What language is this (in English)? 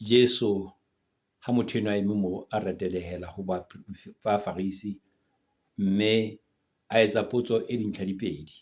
Southern Sotho